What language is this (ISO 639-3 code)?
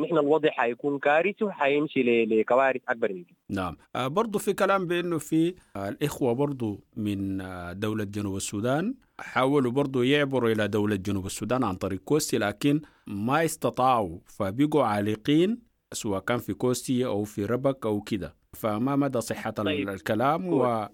apd